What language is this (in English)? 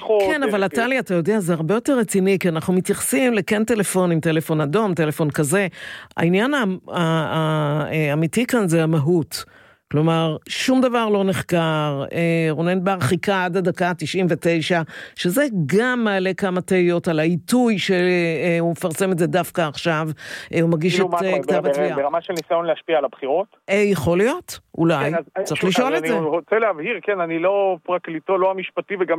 Hebrew